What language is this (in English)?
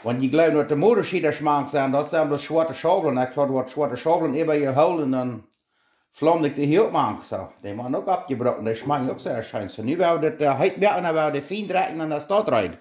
Plautdietsch